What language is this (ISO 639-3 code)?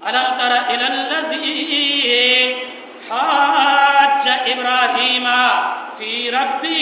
bal